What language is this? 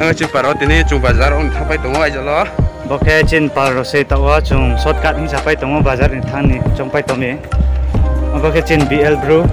Riang (India)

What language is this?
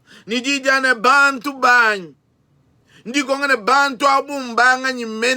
Luba-Lulua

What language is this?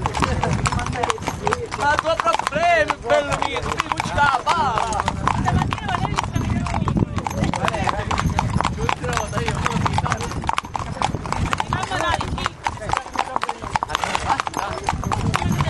Italian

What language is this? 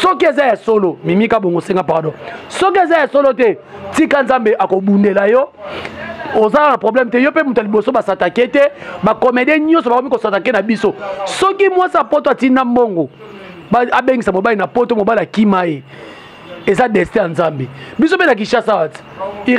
Lingala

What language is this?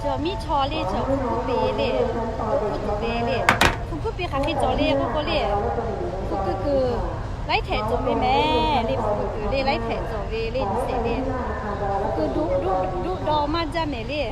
Lahu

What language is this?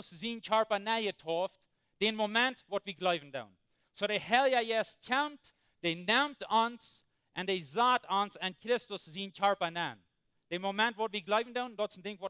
Plautdietsch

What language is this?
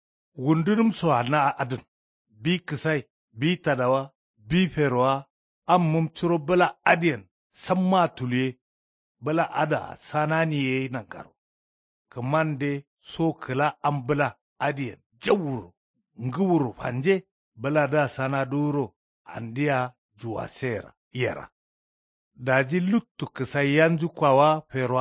Kanuri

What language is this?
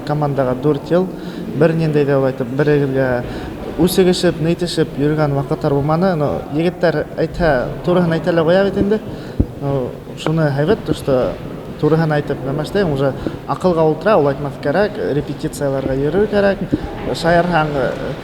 Bashkir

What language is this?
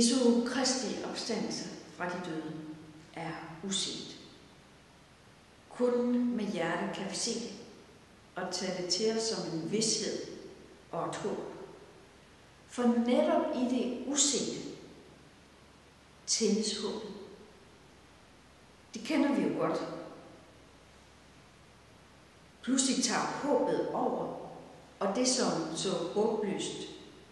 Danish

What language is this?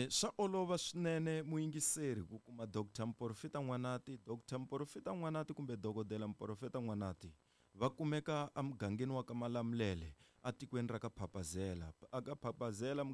Tsonga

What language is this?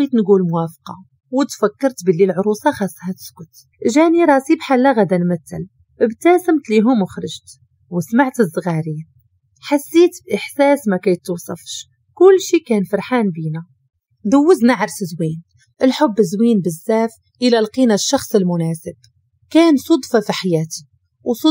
Moroccan Arabic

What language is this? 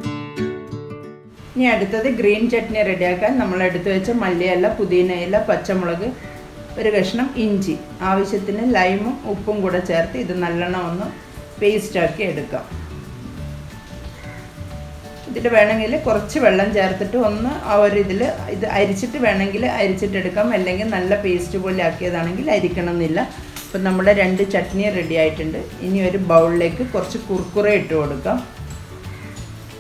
Malayalam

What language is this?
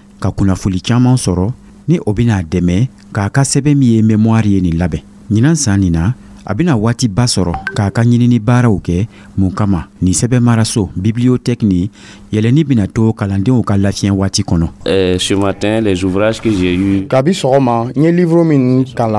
Dyula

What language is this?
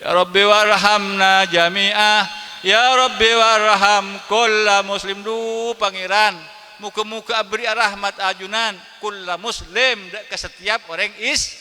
Madurese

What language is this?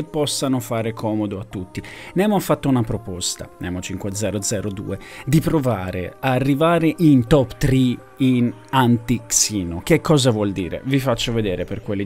Italian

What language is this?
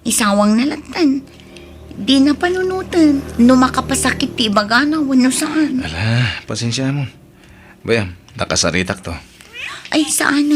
Iloko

